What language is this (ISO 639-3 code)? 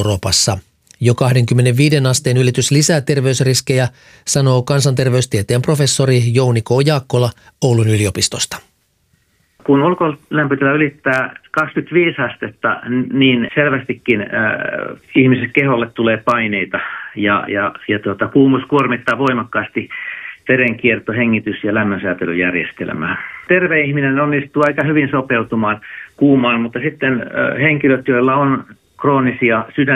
fin